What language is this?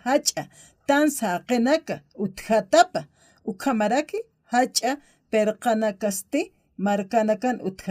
Aymara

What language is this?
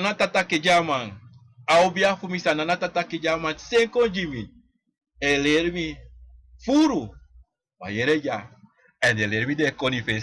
Sranan Tongo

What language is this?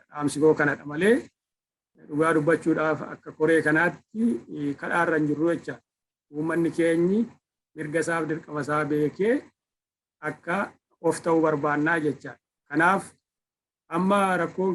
Oromo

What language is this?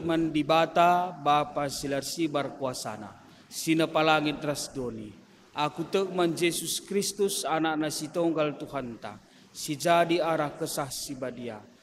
Batak Karo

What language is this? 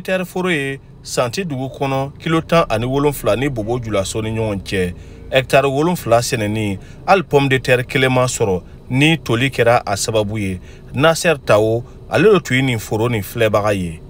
Bambara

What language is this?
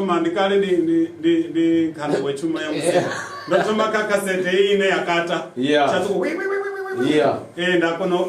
Venda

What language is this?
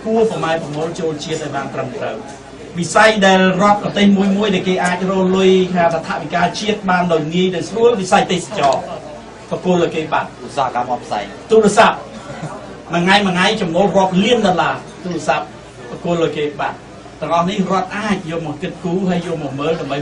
Khmer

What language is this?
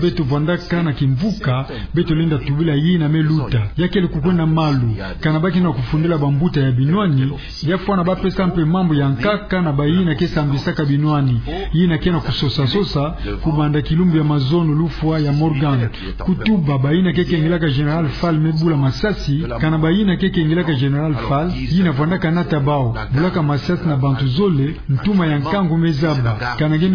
Kituba (Democratic Republic of Congo)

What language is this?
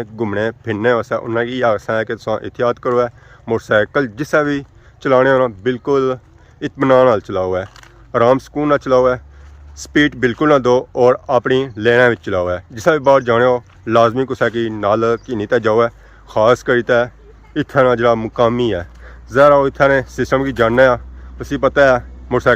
Pahari-Potwari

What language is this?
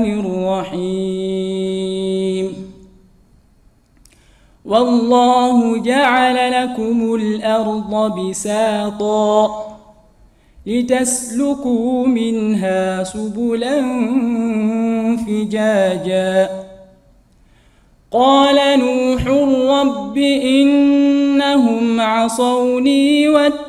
Arabic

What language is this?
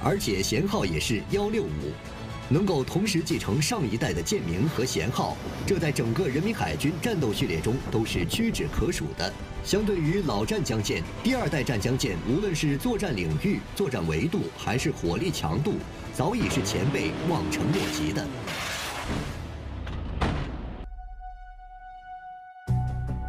Chinese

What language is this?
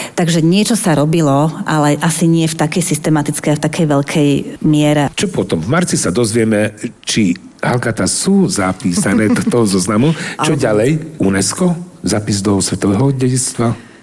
Slovak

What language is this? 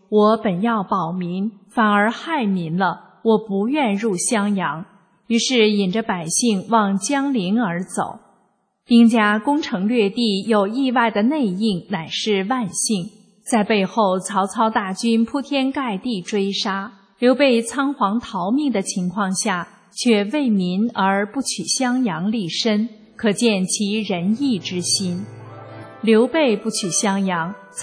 Chinese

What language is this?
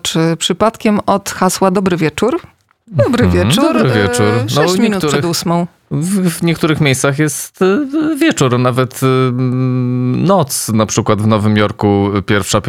Polish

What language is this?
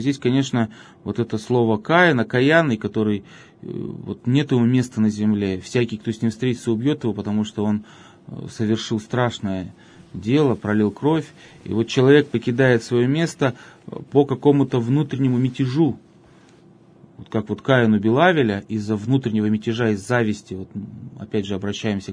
Russian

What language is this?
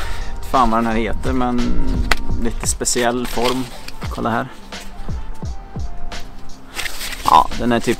Swedish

